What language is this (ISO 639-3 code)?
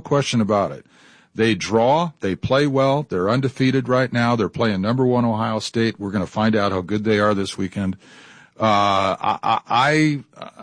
eng